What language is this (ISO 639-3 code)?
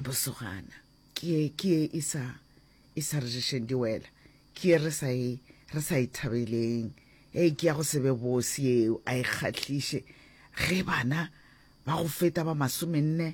nso